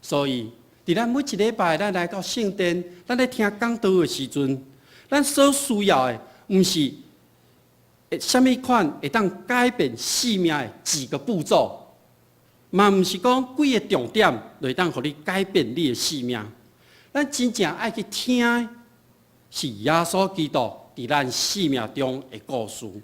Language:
Min Nan Chinese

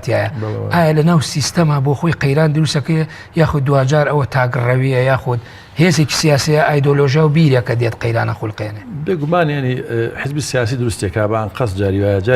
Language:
Central Kurdish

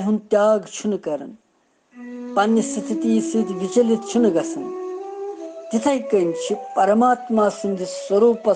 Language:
Kashmiri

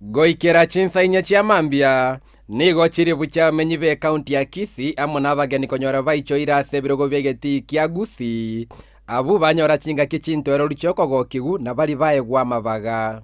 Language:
Gusii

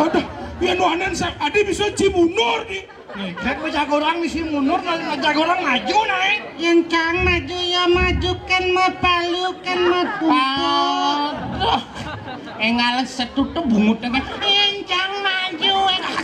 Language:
Balinese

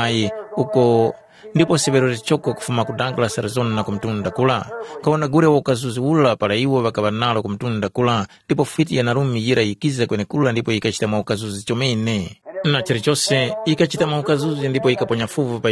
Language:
Tumbuka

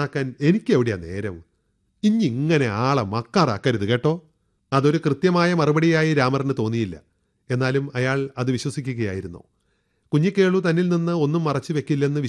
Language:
Malayalam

